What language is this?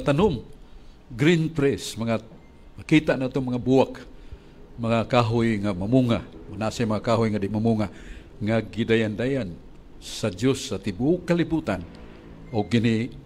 Cebuano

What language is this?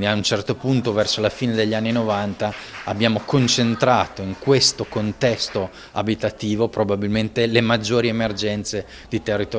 Italian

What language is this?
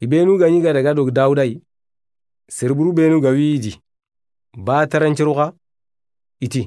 Soninke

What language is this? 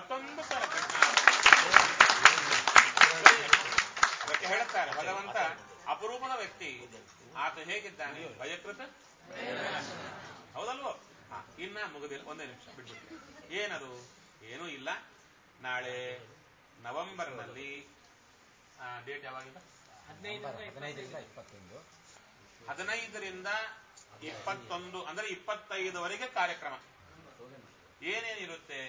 Kannada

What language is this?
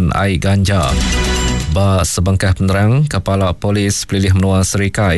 Iban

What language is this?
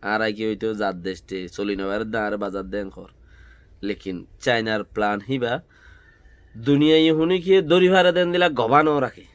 Rohingya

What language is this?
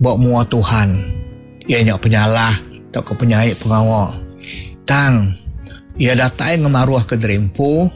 Iban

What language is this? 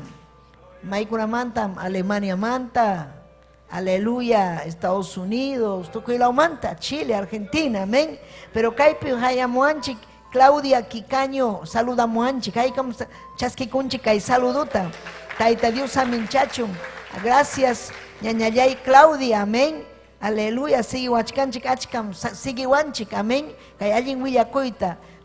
Ayacucho Quechua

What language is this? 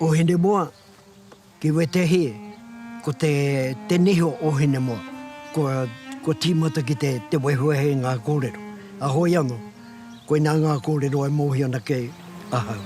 Māori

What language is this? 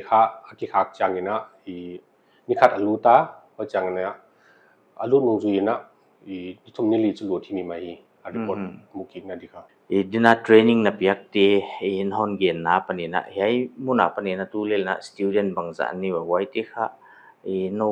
Paite Chin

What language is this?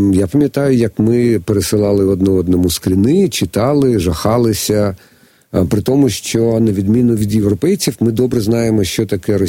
Ukrainian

